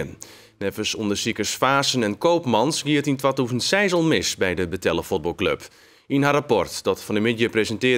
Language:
Western Frisian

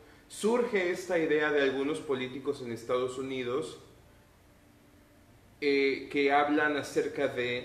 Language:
Spanish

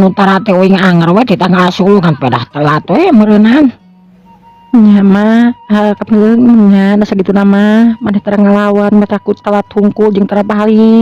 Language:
Sundanese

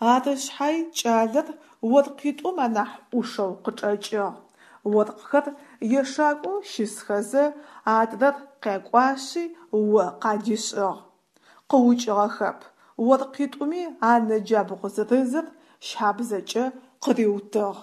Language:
Adyghe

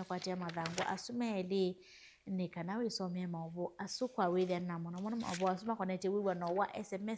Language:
Kamba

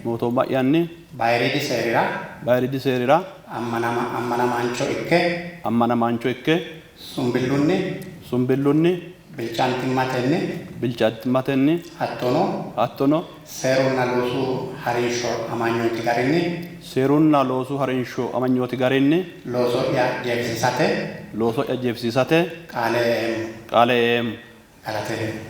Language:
Sidamo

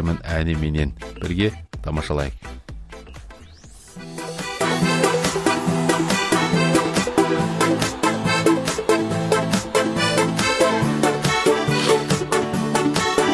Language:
Kazakh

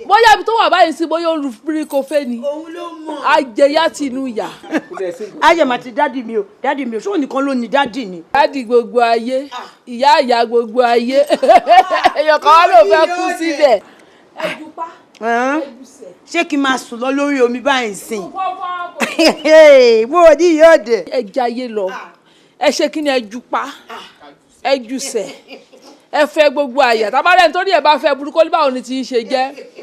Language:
Yoruba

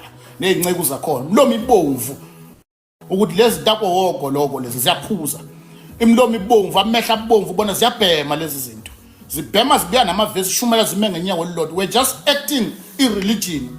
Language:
Zulu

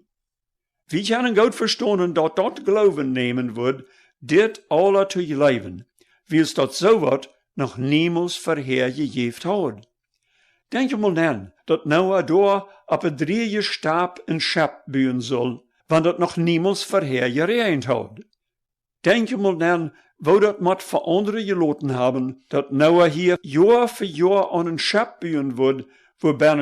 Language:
Plautdietsch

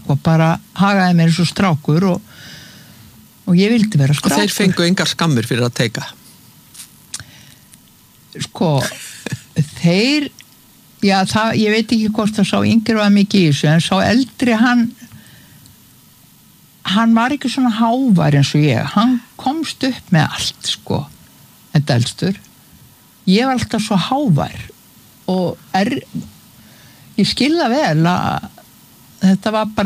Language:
Icelandic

